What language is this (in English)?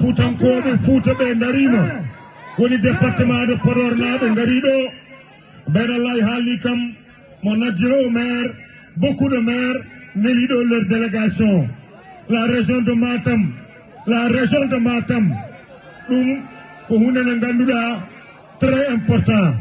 Fula